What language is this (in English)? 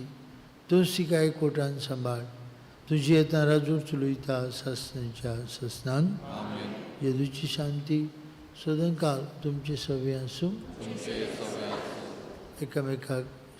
Konkani